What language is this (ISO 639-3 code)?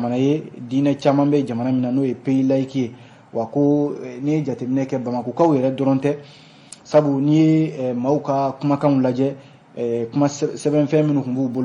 bam